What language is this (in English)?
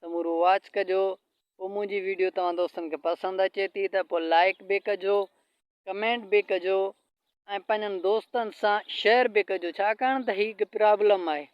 Sindhi